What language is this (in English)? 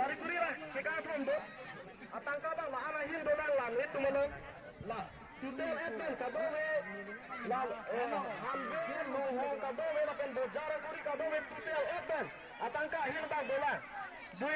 Karbi